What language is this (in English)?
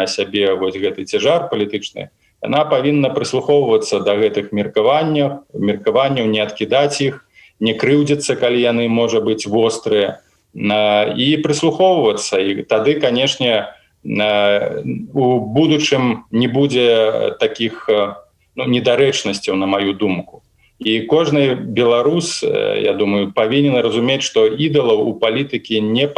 Belarusian